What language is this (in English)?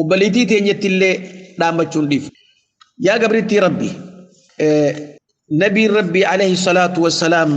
Oromo